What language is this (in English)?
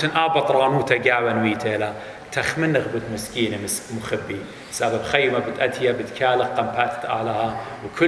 Assyrian Neo-Aramaic